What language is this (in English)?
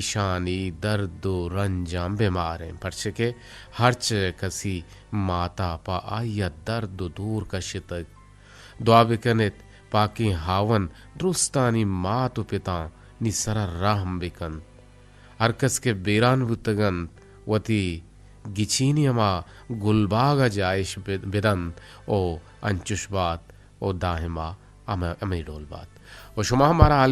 Eastern Balochi